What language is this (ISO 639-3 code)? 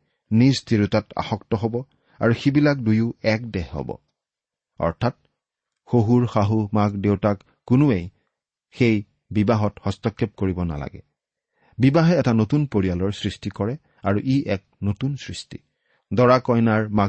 asm